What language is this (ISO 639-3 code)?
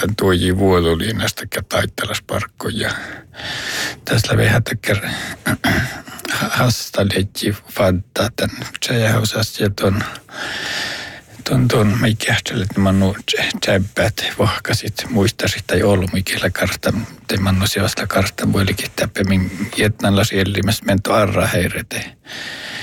sme